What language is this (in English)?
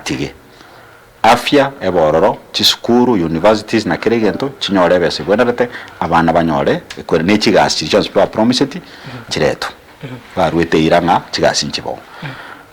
Gusii